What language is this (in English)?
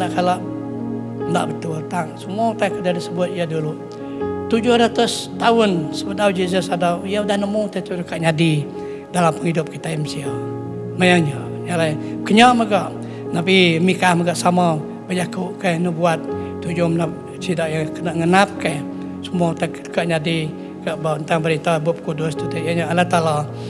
Iban